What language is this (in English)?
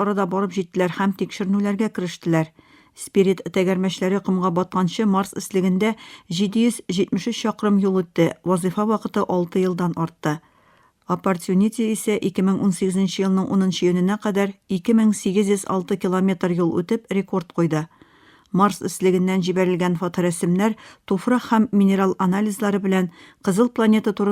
Tatar